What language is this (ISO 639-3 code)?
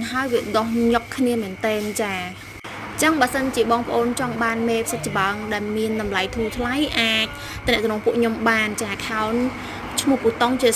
khm